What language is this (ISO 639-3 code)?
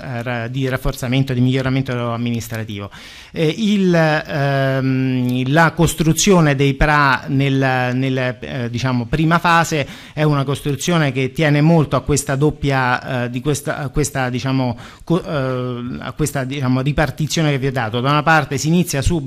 ita